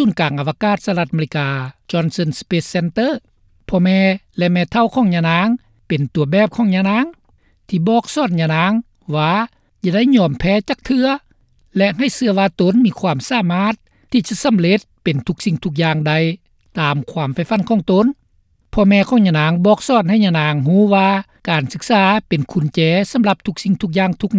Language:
Lao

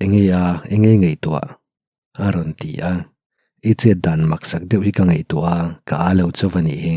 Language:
Mizo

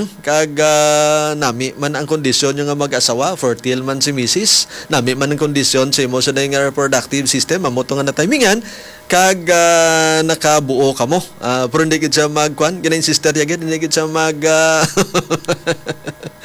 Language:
Hiligaynon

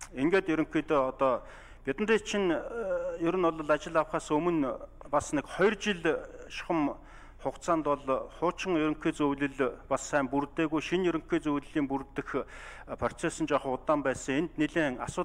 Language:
Mongolian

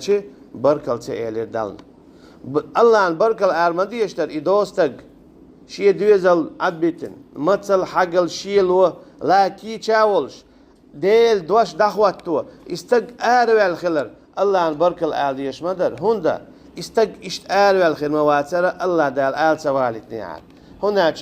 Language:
Chechen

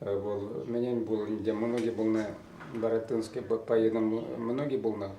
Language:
Chuvash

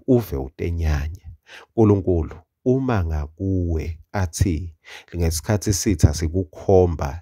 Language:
Swati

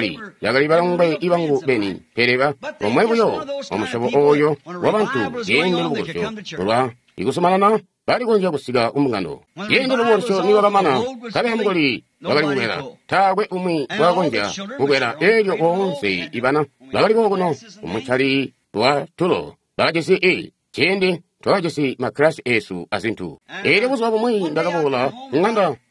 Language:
Tonga (Zambia)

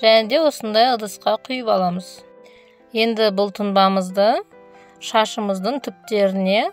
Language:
Kazakh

